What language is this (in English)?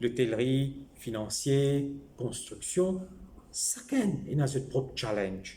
Morisyen